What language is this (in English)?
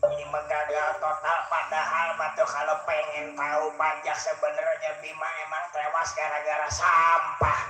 Betawi